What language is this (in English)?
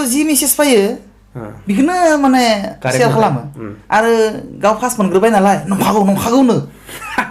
Bodo